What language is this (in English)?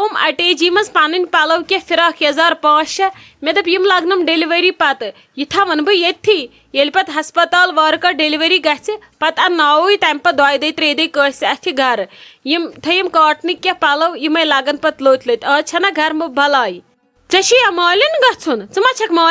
Kashmiri